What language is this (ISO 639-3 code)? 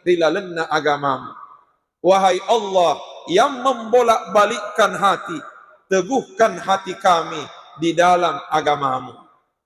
bug